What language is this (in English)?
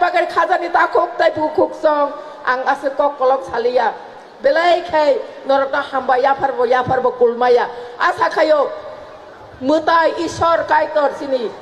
Kok Borok